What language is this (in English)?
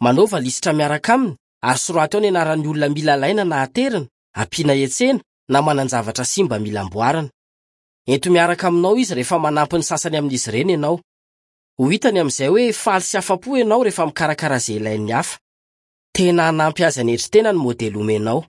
Malagasy